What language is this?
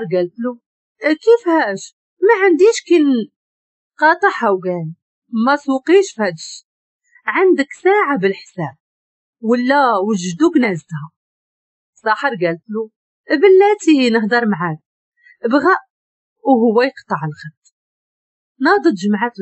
Moroccan Arabic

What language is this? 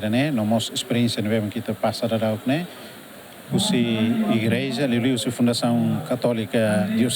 Tetum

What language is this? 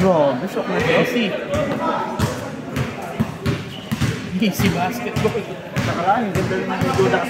Filipino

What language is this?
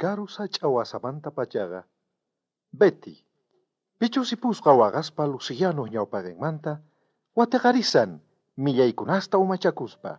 South Bolivian Quechua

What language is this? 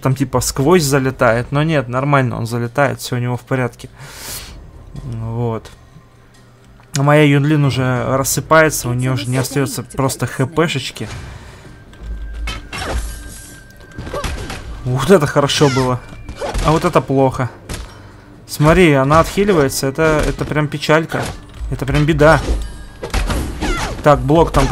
Russian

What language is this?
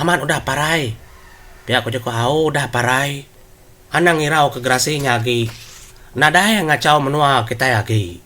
Iban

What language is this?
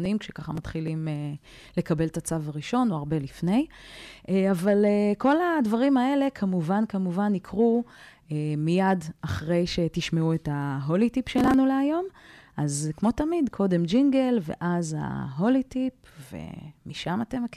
Hebrew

